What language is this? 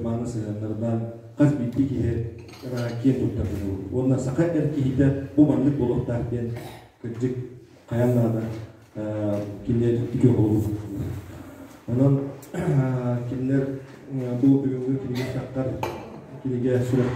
Yakut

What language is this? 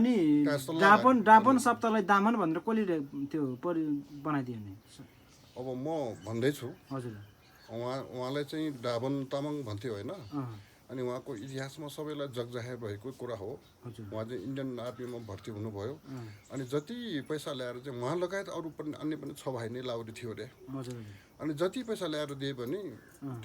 Nepali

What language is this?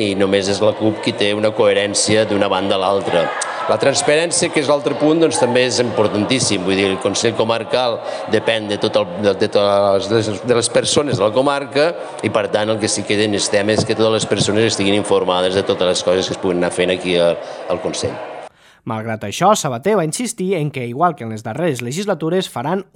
Catalan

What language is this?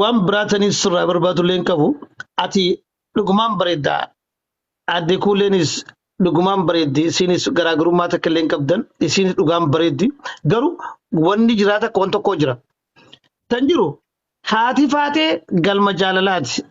Oromo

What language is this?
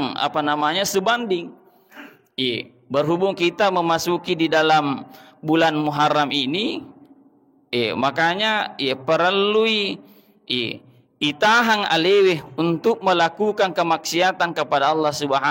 Buginese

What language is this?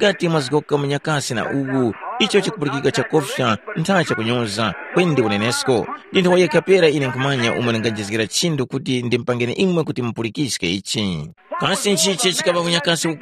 Tumbuka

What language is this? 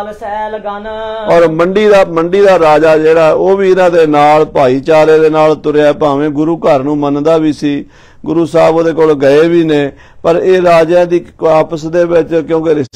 Punjabi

